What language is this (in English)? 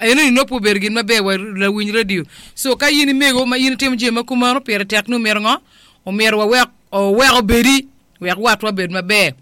Acoli